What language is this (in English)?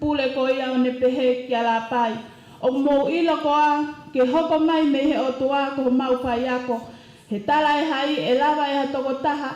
Tongan